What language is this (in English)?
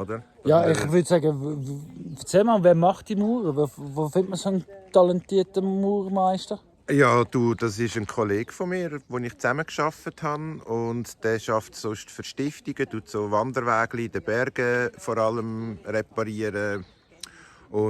Swiss German